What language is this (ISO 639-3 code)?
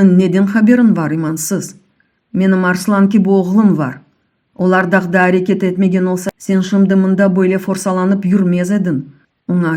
crh